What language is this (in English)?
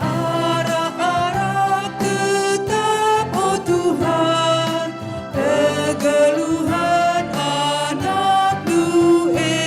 Batak Karo